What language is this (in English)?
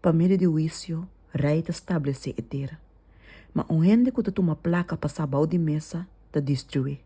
Papiamento